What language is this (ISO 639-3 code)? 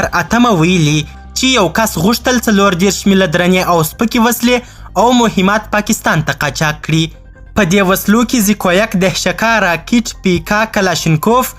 pus